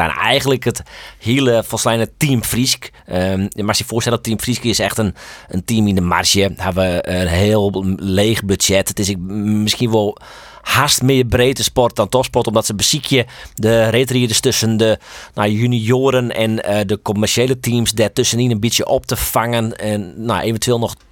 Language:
Western Frisian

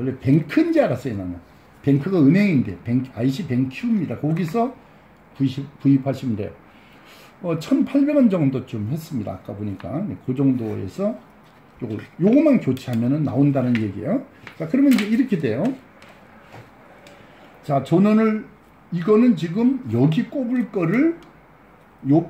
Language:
Korean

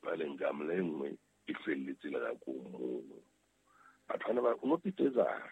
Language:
Southern Sotho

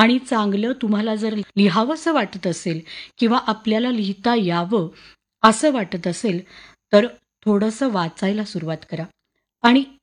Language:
Marathi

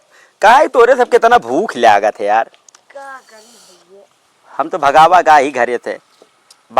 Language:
Awadhi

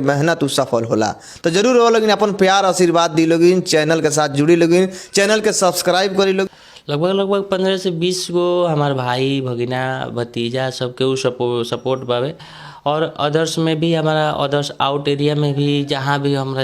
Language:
Bhojpuri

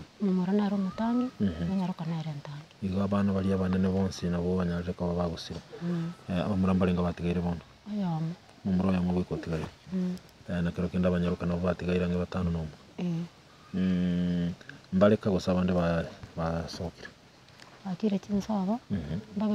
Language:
Gusii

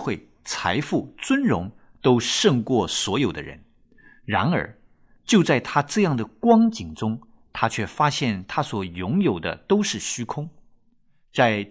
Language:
Chinese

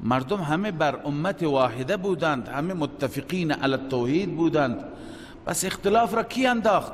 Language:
Persian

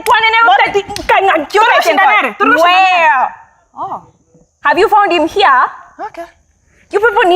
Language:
Gusii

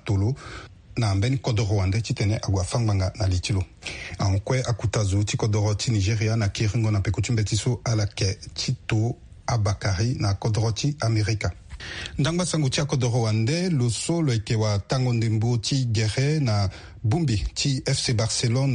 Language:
Sango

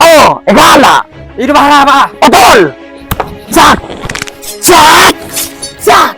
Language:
Madurese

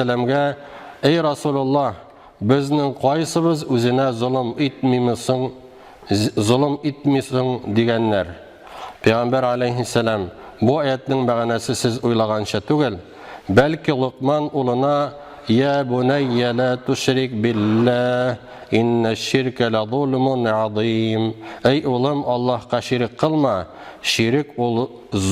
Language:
Tatar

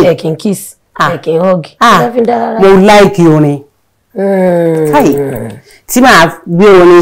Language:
Yoruba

